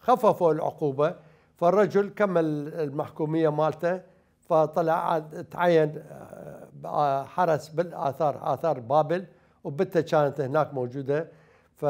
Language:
Mesopotamian Arabic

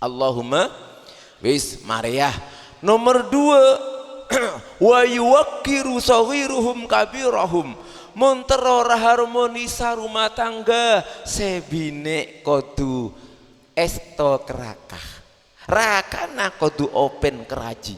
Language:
Madurese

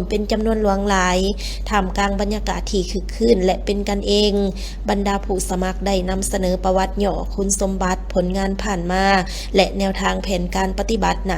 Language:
Lao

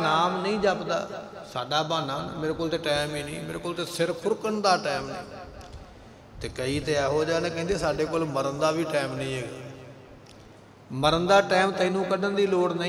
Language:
Punjabi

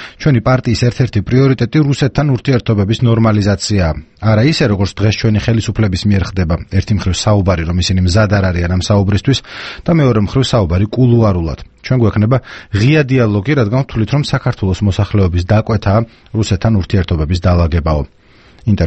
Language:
Georgian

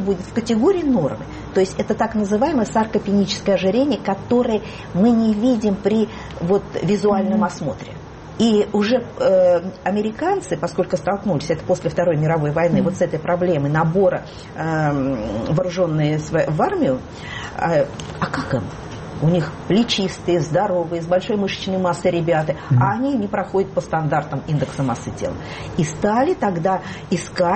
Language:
Russian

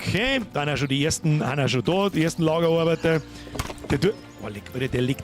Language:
Bavarian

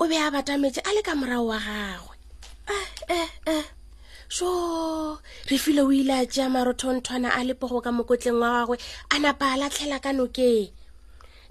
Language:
Northern Sotho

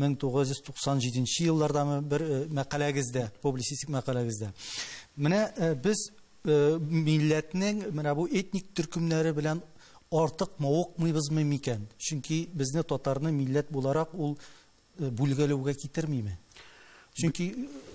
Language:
Tatar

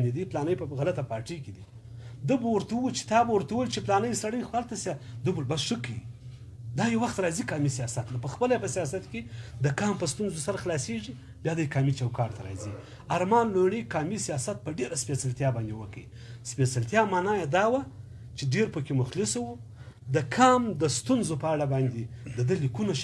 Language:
Pashto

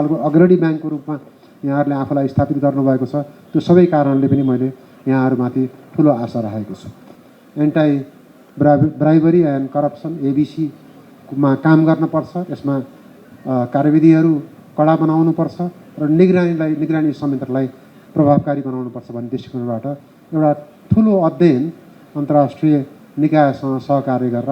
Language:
Nepali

